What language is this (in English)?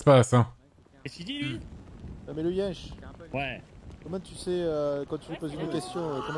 French